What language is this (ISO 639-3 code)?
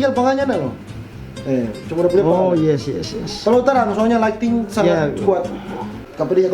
xmm